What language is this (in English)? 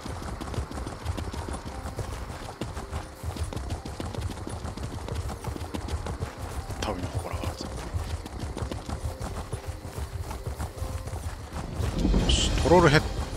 Japanese